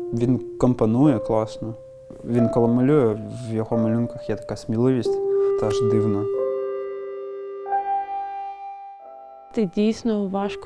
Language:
Ukrainian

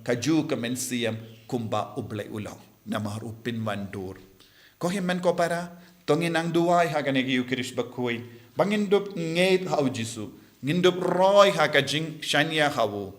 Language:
Khasi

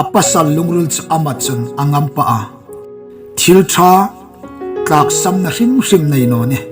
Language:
Hmar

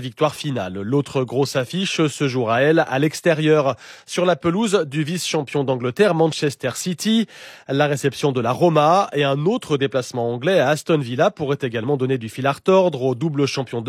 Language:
French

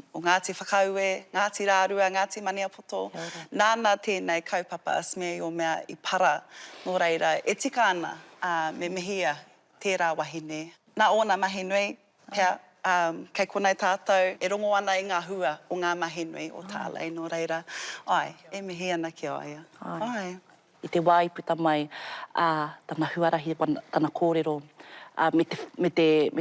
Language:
Māori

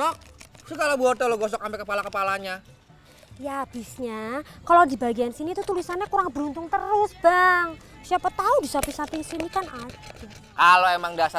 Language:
Betawi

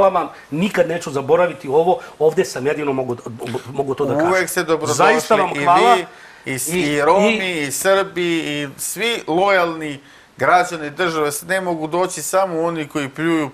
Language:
Serbian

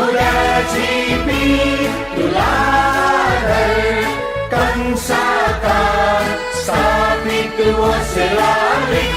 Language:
Newari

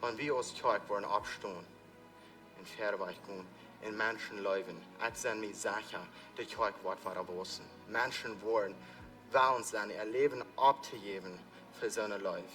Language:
Plautdietsch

